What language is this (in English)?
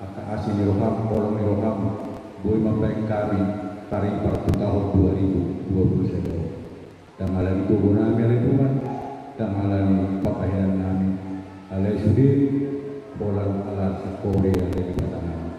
Batak Toba